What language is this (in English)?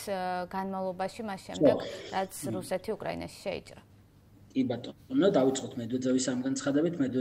Georgian